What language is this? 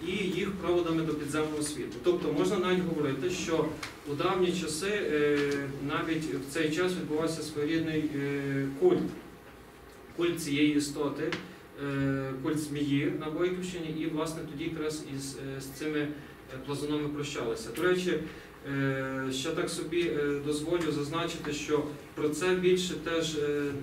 Ukrainian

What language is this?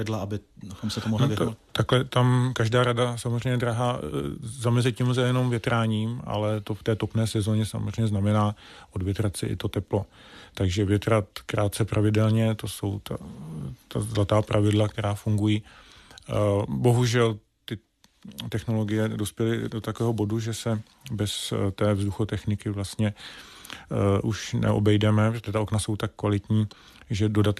Czech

